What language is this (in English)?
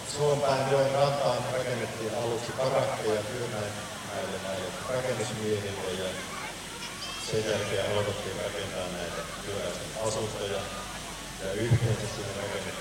Finnish